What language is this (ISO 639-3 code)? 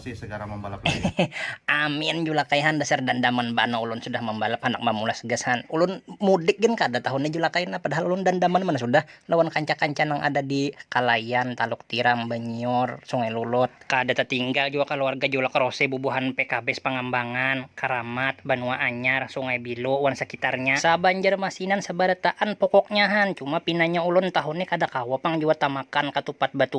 bjn